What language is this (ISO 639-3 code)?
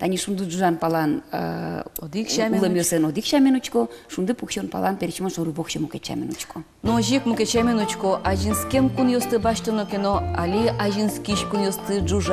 udm